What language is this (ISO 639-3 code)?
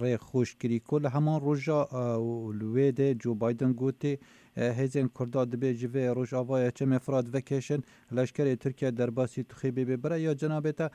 kur